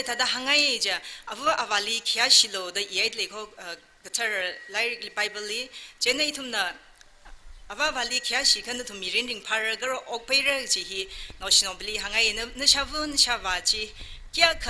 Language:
Tangkhul Naga (India)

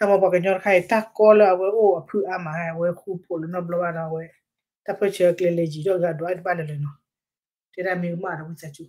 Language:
S'gaw Karen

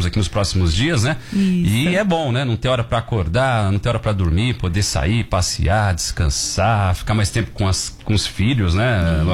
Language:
Portuguese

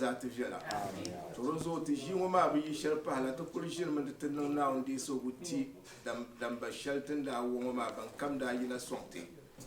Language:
Dagbani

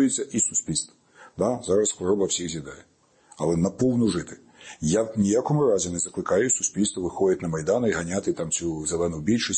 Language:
Ukrainian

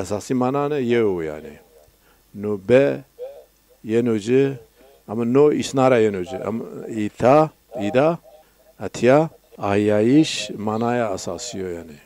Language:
Zaza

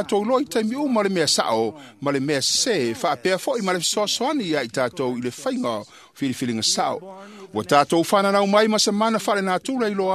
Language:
Samoan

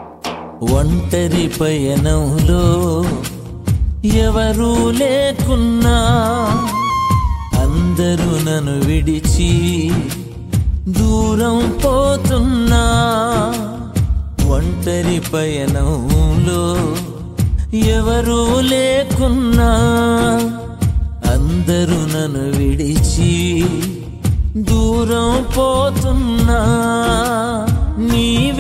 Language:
Telugu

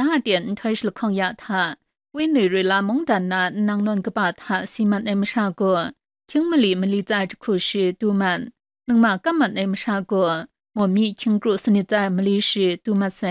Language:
Kachin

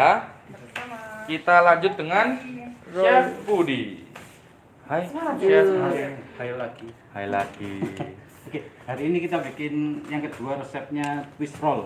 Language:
Indonesian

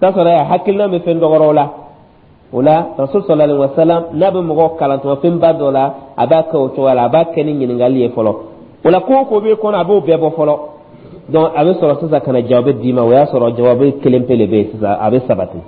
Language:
Dyula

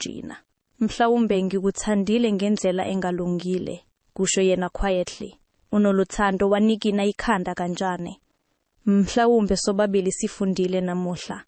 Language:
Zulu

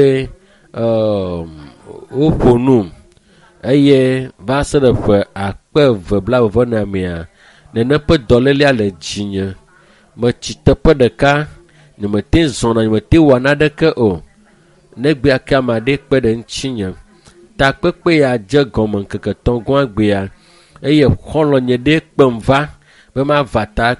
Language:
Ewe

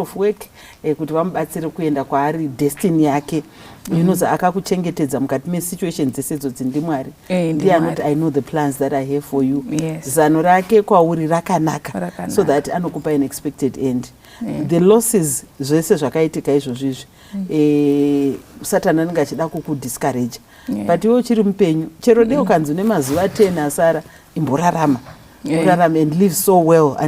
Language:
Shona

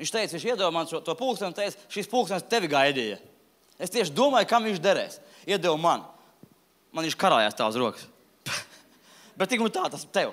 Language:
Latvian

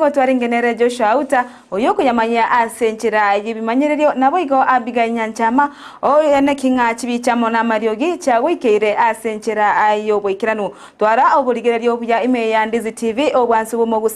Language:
Gusii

